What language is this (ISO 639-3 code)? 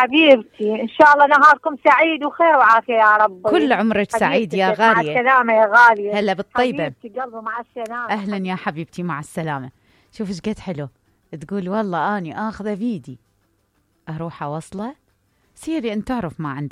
acm